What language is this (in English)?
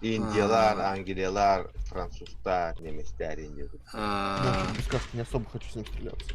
Yakut